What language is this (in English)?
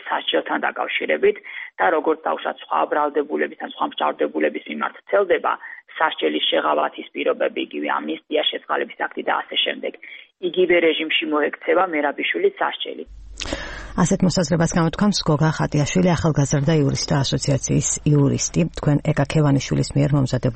Georgian